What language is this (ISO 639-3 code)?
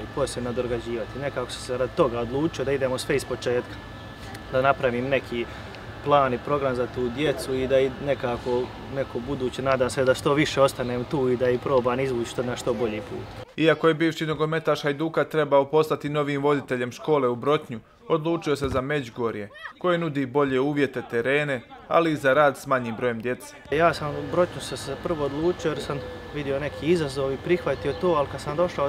hrv